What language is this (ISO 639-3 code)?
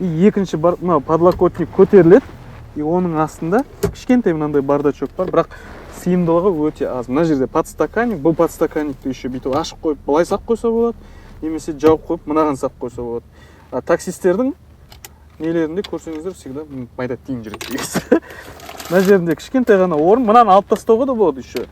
kaz